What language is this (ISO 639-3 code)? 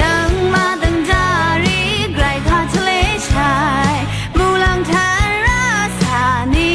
raw